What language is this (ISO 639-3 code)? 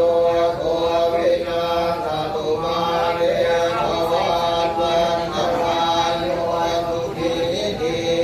pli